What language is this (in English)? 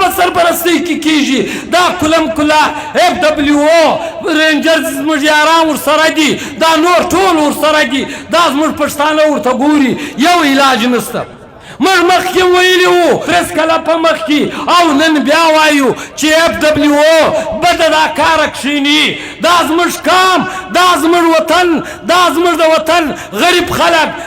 Pashto